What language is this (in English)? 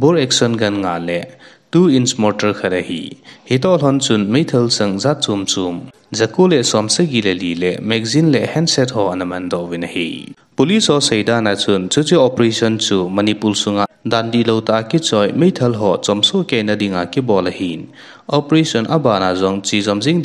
Thado Chin